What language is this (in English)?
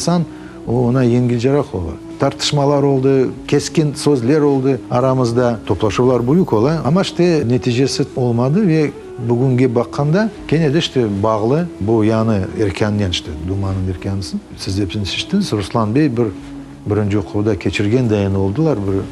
Crimean Tatar